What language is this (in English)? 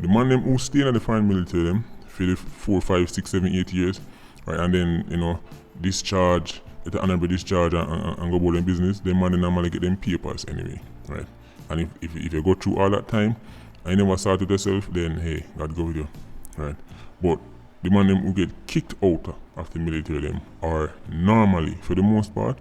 Jamaican Creole English